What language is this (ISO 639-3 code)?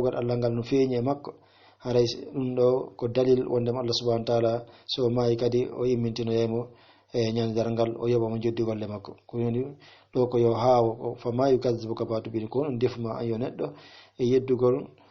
ful